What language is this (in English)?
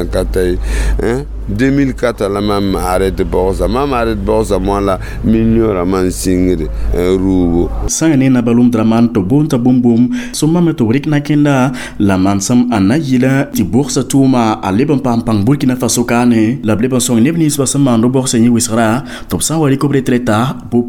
Mossi